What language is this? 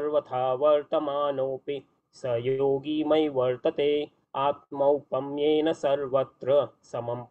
Sanskrit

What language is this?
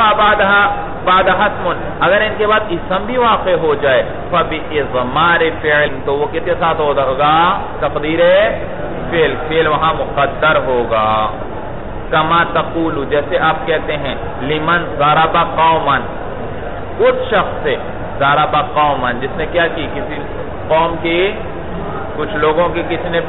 Urdu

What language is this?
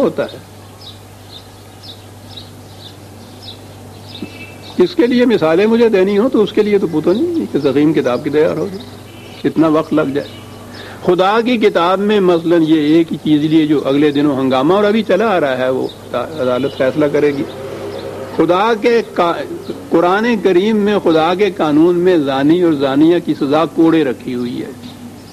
Urdu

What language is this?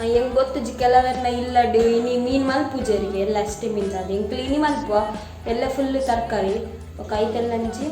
Tulu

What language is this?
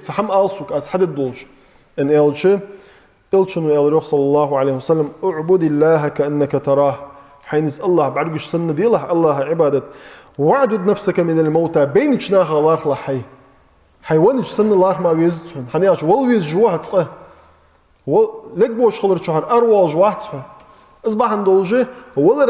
Ingush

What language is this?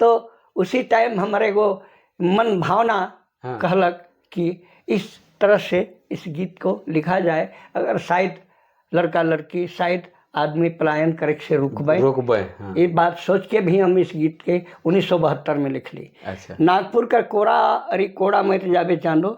Sadri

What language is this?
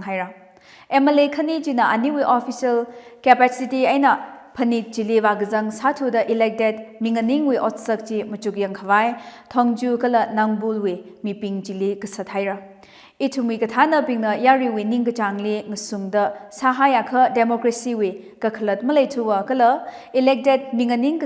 Tangkhul Naga (India)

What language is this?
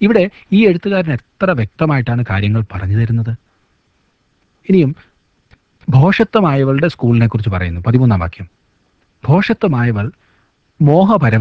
Malayalam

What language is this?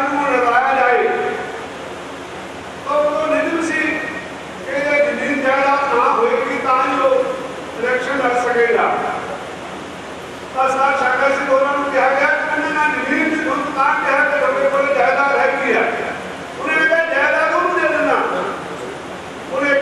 Punjabi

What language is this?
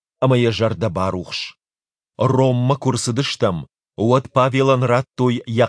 Ossetic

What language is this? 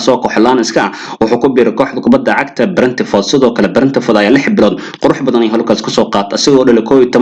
Somali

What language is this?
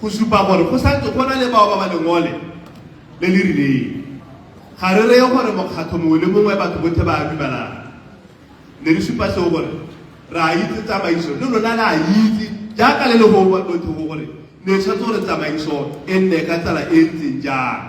Tswana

